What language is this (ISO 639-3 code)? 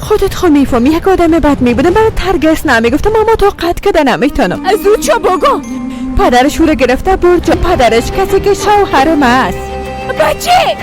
fas